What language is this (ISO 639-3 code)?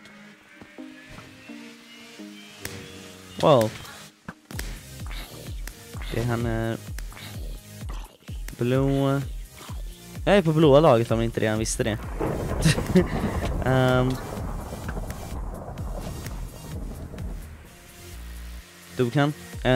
swe